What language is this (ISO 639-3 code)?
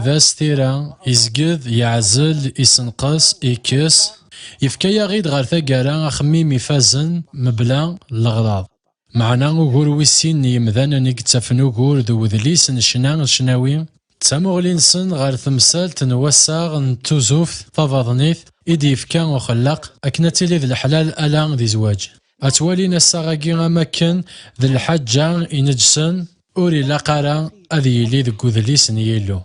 kab